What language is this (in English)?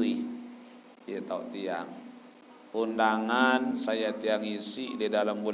Sasak